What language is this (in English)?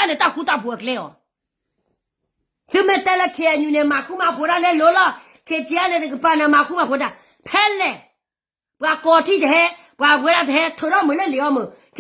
S'gaw Karen